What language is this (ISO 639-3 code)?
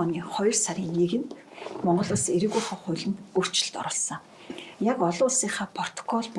mon